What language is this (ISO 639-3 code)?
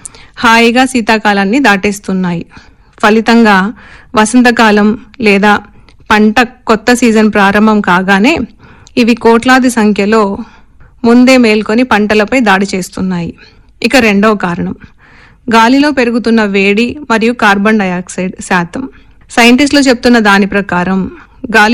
tel